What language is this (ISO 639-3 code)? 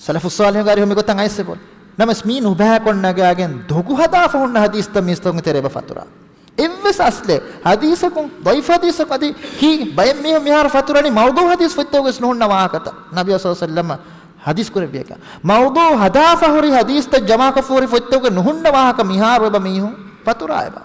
div